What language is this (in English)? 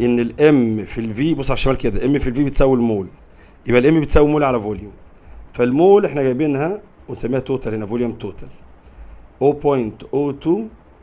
Egyptian Arabic